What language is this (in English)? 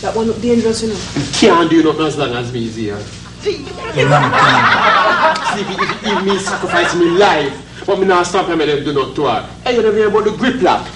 Jamaican Creole English